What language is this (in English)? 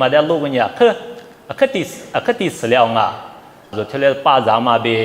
Lisu